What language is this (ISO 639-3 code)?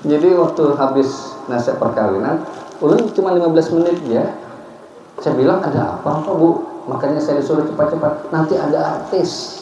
bjn